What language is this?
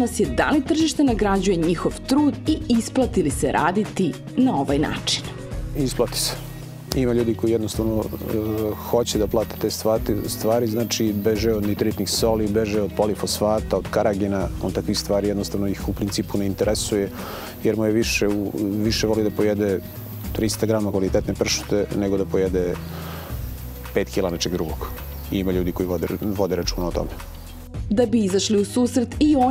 Serbian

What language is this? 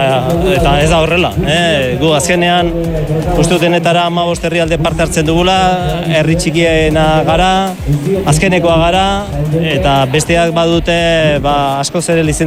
Basque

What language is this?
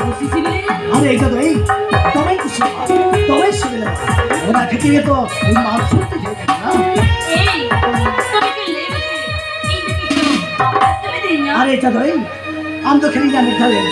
Santali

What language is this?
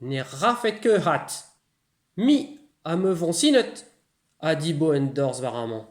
Breton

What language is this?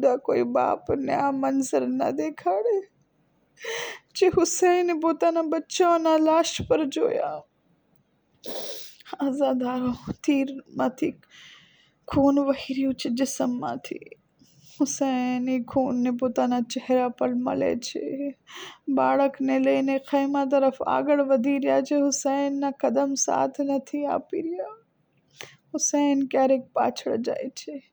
Gujarati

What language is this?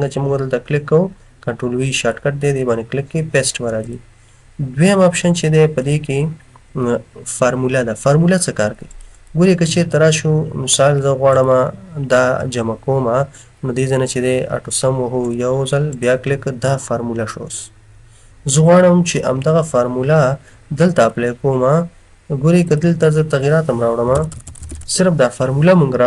Pashto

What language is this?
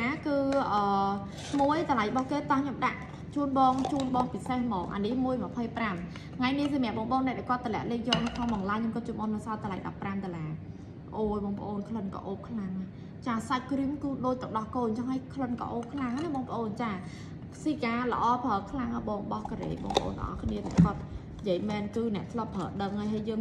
Khmer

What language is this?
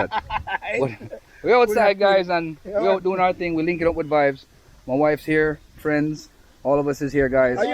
Jamaican Creole English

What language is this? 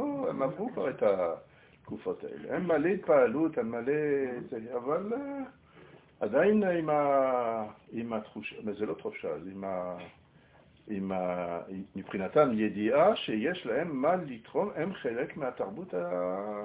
Hebrew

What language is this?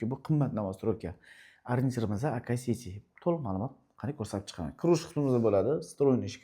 Uzbek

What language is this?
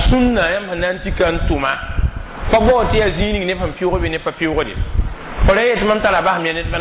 Mossi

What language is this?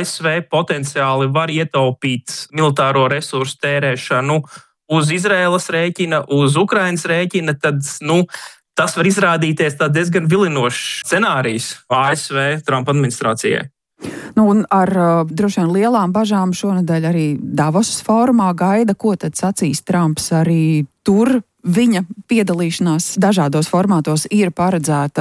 Latvian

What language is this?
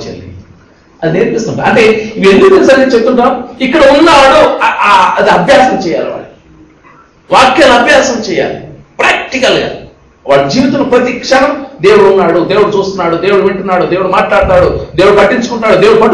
Telugu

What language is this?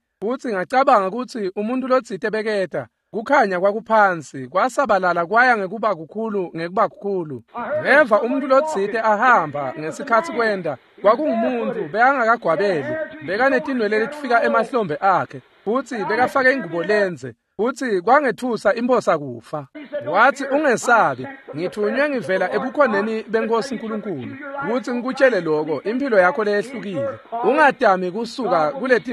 Swati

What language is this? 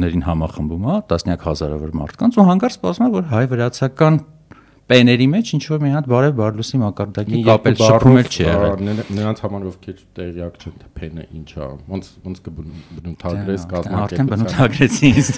Armenian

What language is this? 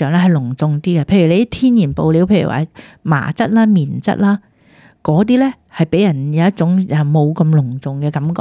Cantonese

